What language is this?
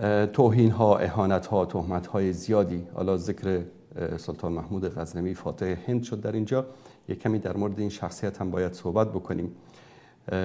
Persian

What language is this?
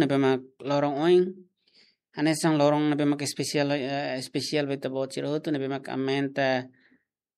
Tetum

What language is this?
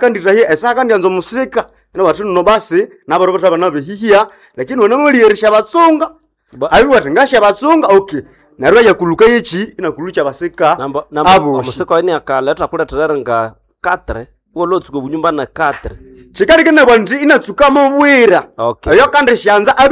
Nande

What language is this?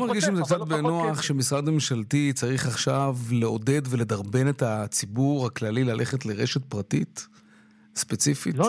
Hebrew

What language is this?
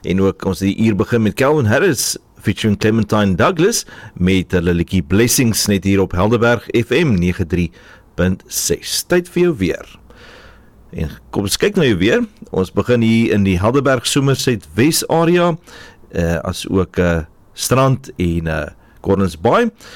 Afrikaans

